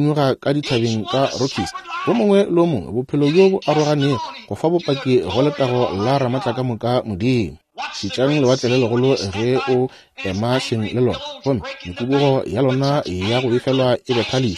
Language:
Northern Sotho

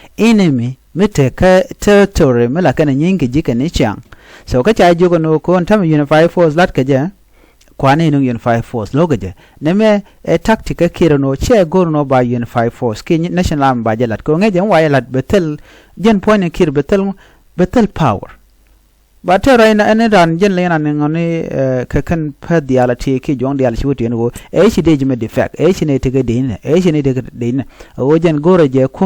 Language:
Nuer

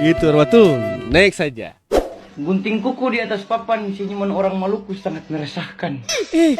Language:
Ambonese Malay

